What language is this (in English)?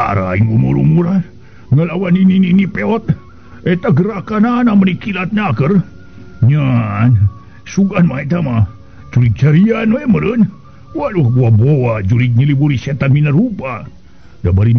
Sundanese